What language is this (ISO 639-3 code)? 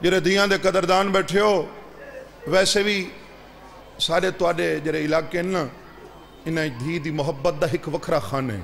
skr